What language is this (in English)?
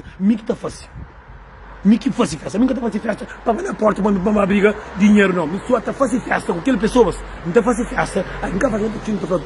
Kabuverdianu